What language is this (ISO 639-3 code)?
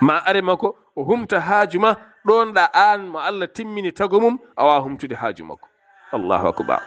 ful